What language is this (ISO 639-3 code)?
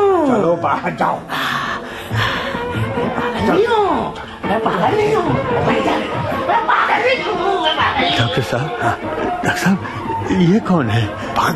hin